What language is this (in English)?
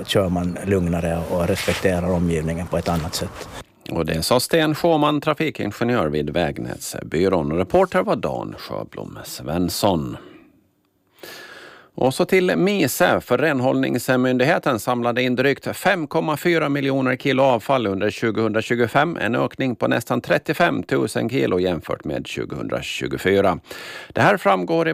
Swedish